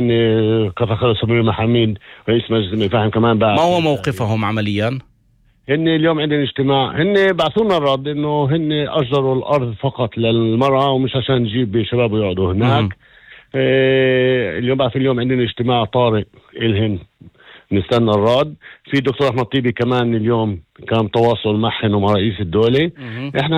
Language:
North Levantine Arabic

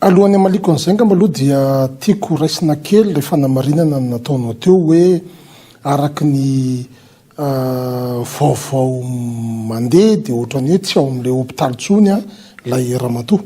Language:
Malagasy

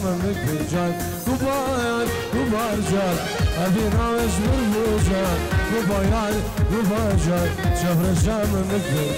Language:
Persian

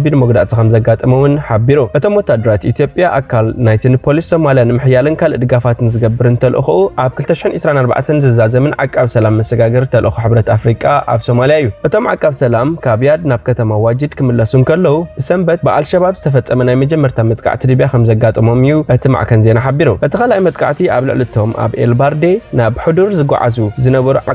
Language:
Tigrinya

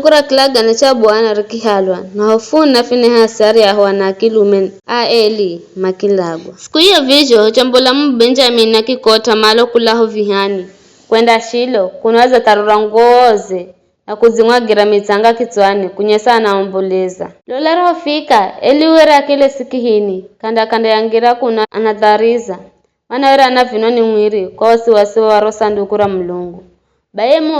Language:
Giryama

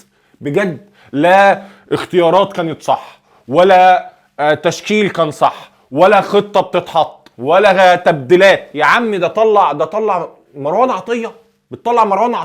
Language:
Egyptian Arabic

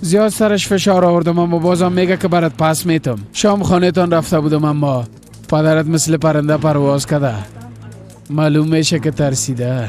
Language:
Persian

